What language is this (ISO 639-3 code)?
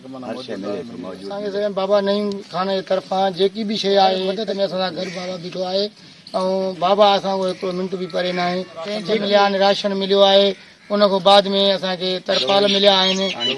snd